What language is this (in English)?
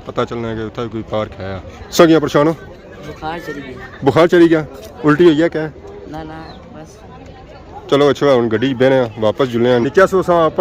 Pahari-Potwari